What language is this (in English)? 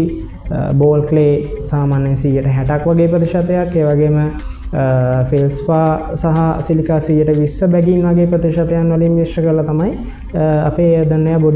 Sinhala